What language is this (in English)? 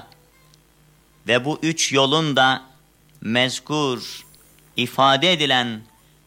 Turkish